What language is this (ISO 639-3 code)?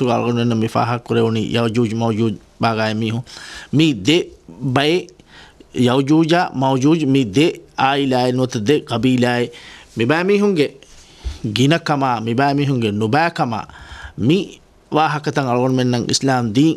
div